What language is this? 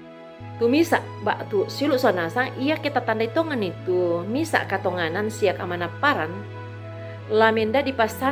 Toraja-Sa'dan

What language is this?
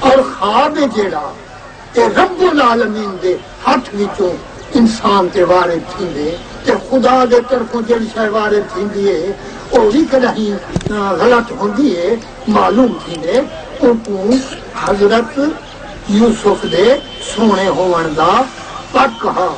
Saraiki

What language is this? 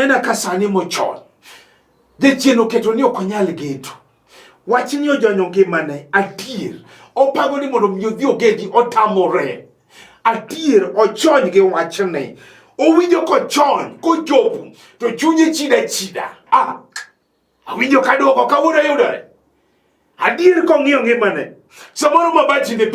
Luo (Kenya and Tanzania)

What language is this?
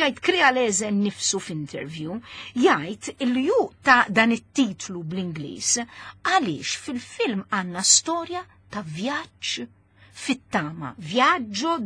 Maltese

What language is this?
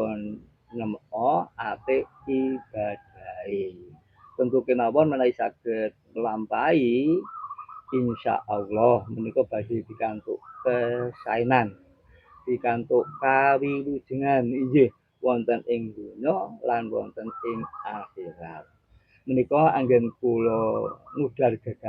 Javanese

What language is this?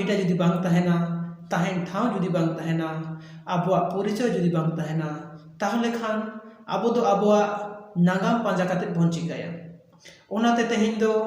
Santali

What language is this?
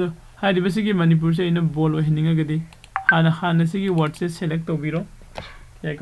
Manipuri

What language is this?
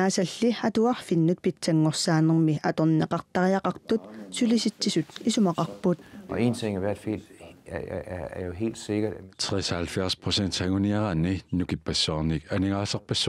Kalaallisut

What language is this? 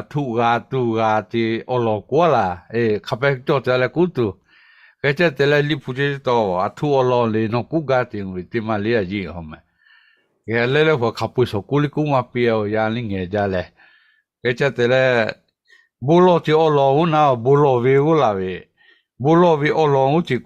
Lahu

